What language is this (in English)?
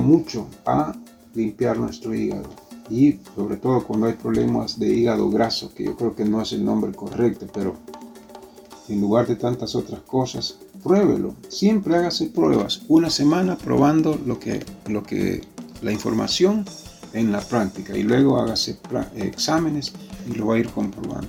Spanish